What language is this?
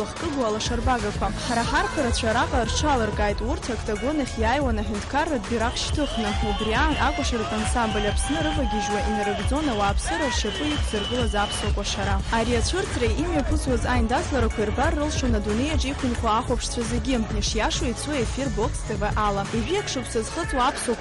Abkhazian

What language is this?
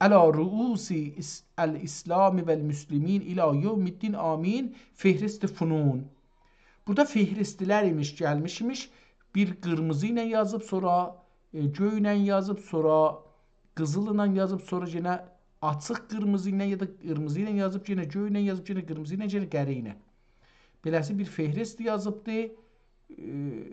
South Azerbaijani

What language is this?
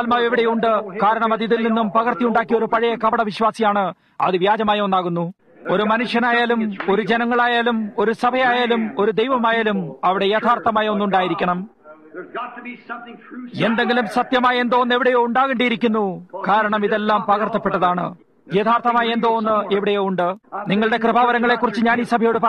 Malayalam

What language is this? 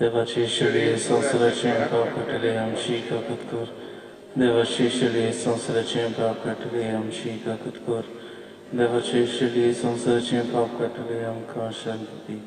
Konkani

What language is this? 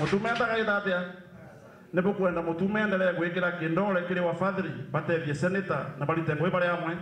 Meru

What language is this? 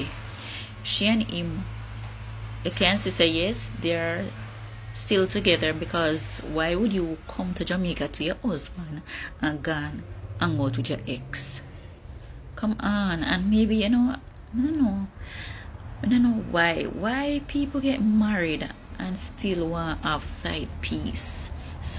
Jamaican Creole English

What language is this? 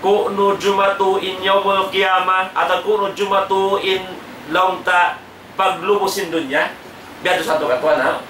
Tausug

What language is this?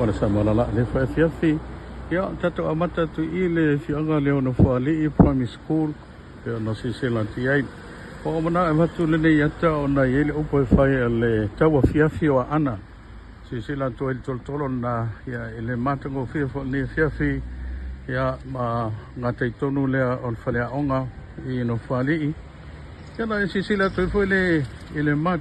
Samoan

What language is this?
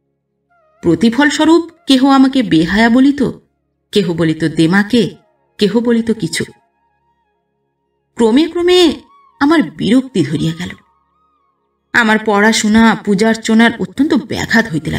Bangla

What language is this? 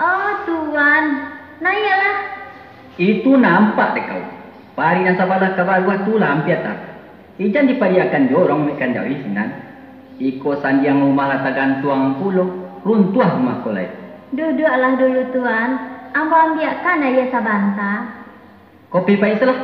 Minangkabau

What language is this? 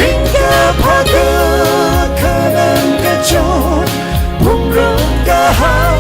Tangkhul Naga (India)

